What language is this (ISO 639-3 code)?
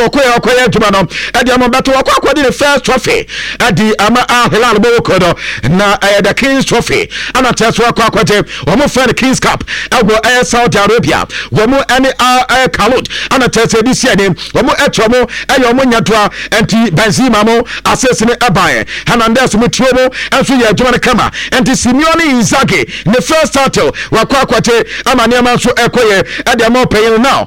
aka